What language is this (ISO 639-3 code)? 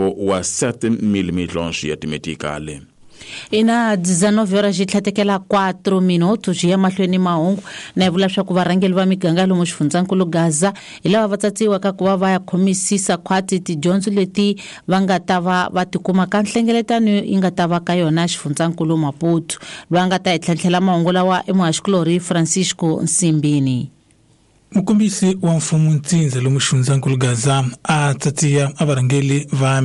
tso